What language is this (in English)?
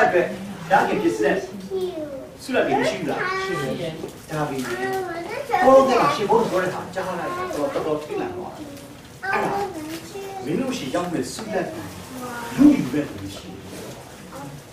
Burmese